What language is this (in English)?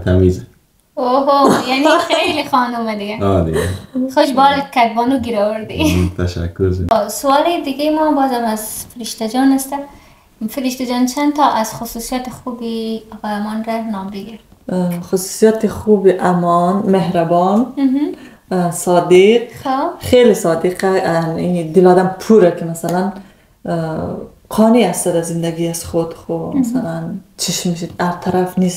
Persian